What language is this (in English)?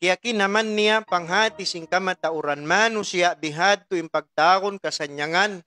Tausug